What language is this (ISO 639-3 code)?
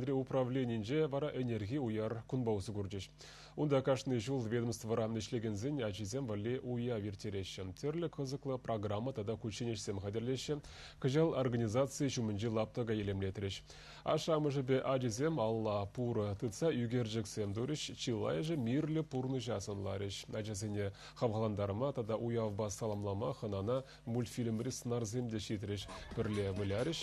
chv